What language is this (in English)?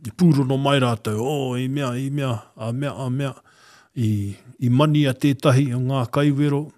Māori